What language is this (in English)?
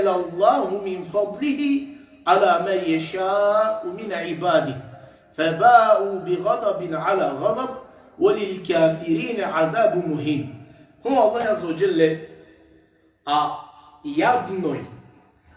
Balkan Romani